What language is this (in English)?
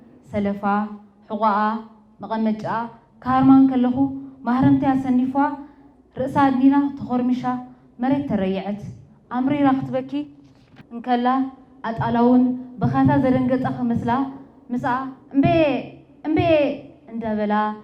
Tigrinya